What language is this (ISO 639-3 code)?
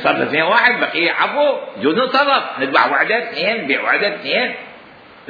acm